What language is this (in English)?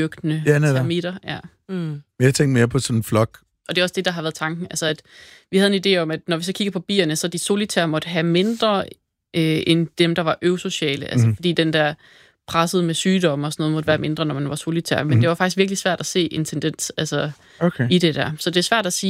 Danish